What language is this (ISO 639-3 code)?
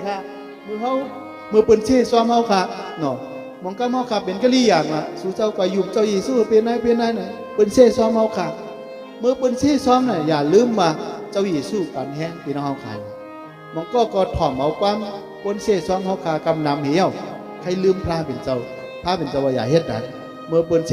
shn